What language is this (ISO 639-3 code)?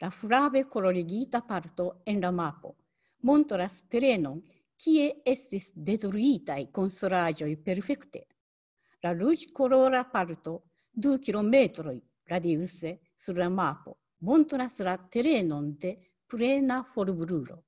epo